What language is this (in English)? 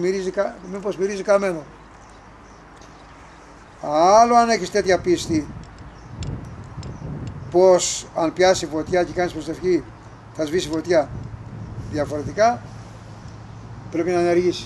Greek